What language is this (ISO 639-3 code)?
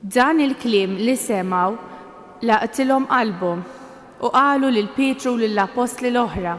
mlt